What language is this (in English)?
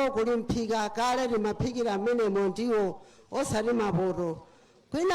Nyanja